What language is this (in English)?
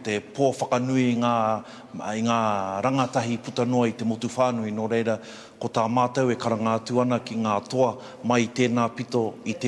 Māori